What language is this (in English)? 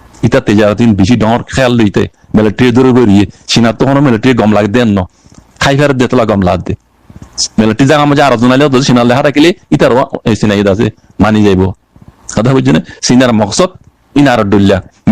Rohingya